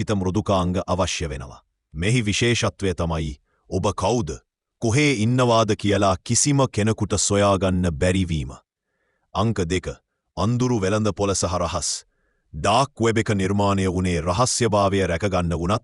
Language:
Sinhala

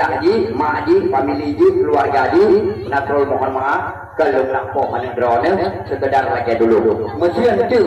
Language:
Achinese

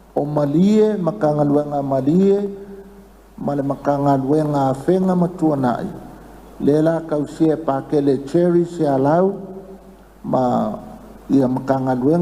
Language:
Samoan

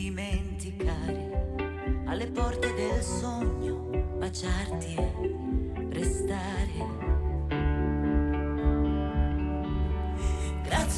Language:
Italian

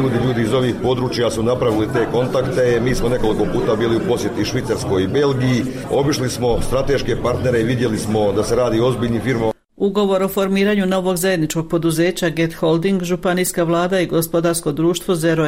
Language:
Croatian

